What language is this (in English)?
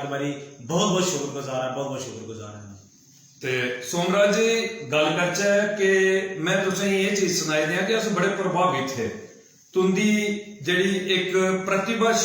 Dogri